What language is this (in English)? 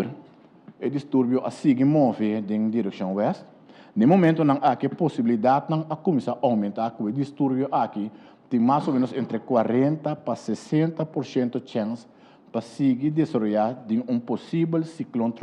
Papiamento